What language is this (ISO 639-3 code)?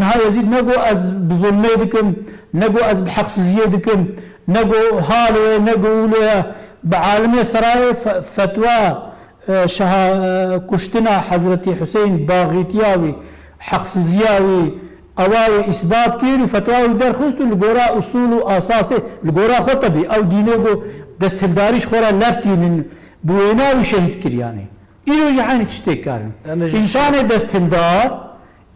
kur